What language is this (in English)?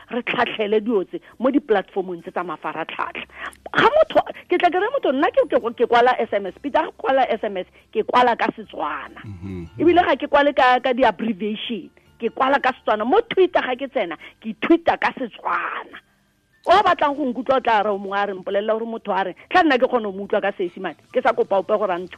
Tswana